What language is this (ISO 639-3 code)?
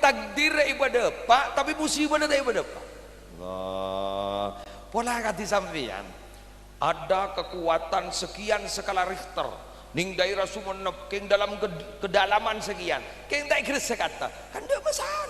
mad